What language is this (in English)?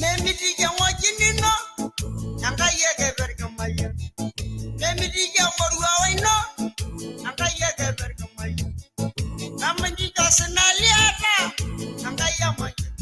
Masai